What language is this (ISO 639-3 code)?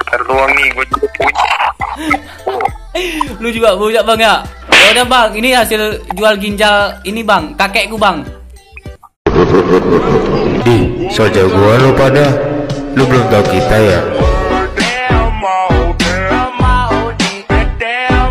ind